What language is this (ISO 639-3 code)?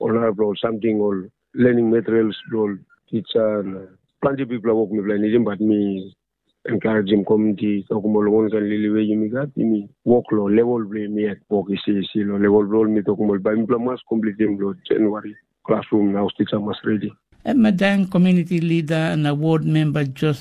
tpi